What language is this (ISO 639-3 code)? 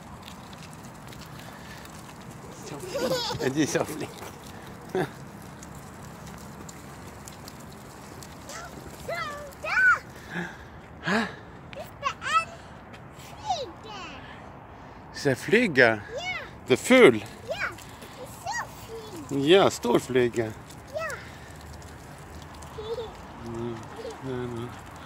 nor